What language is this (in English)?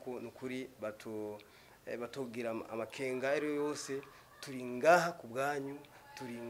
Rundi